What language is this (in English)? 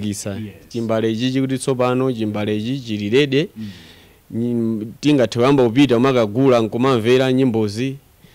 Nyanja